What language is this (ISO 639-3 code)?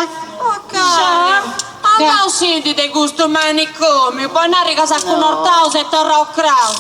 srd